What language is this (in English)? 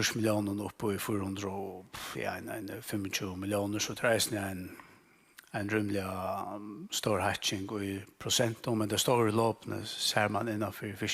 Faroese